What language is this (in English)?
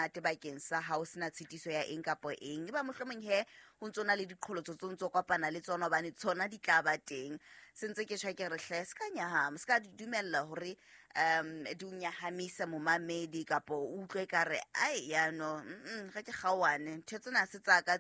Southern Sotho